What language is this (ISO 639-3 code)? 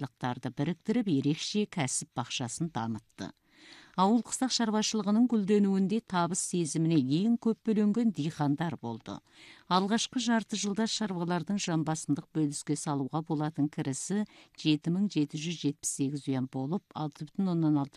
kaz